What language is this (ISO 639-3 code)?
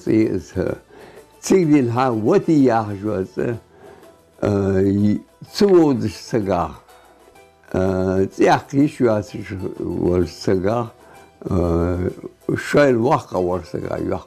inh